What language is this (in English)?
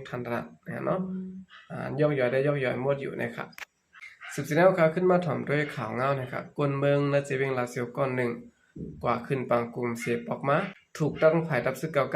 Shan